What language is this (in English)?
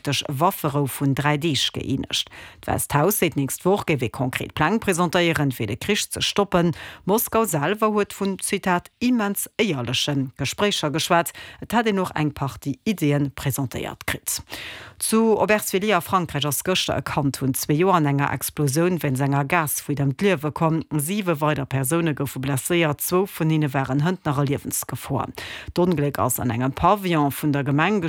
Luxembourgish